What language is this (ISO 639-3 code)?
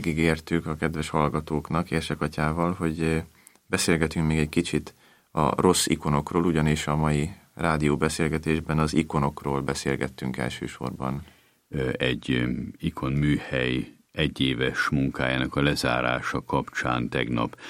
hun